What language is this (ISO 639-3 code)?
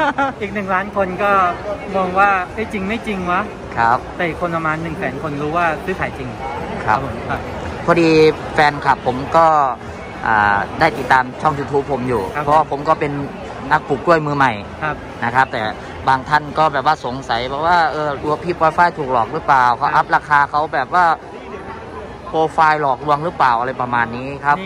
tha